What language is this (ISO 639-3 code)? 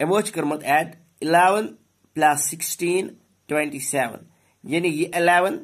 kas